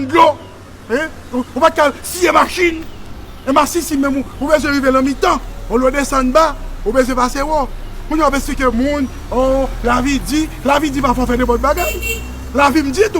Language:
Haitian Creole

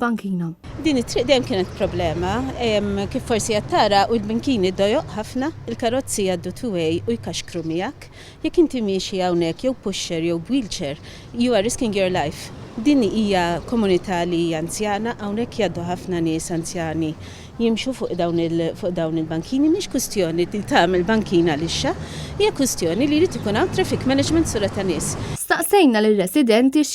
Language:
Maltese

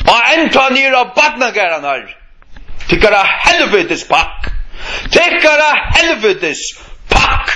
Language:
Faroese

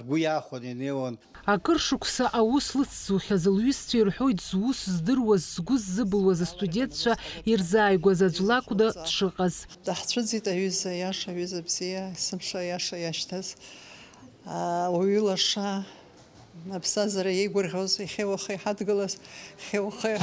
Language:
Abkhazian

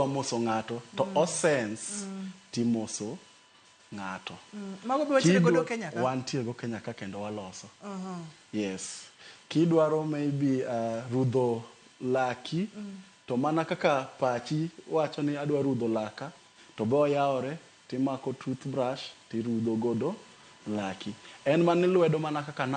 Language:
Luo (Kenya and Tanzania)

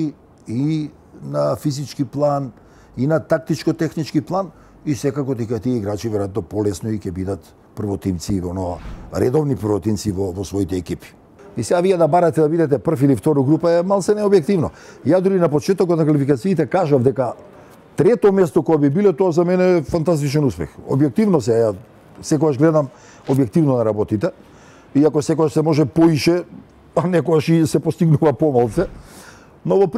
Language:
Macedonian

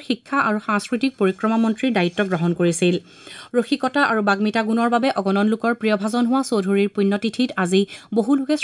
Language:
Assamese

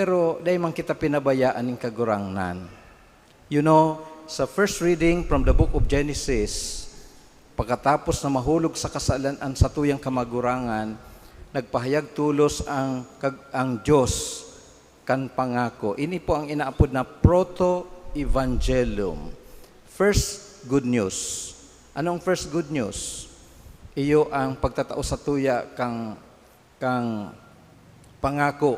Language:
Bikol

